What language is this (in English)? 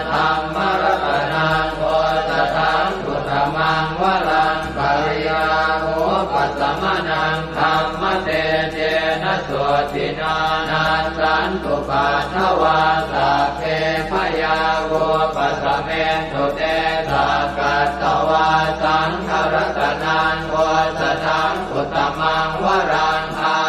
Pali